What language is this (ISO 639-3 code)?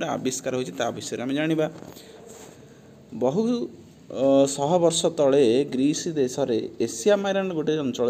ori